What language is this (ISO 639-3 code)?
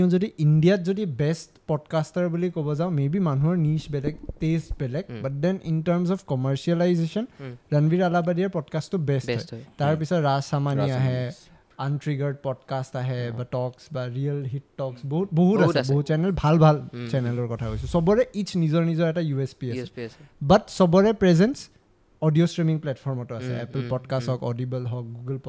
asm